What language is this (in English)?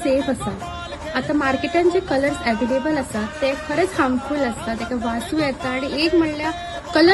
Konkani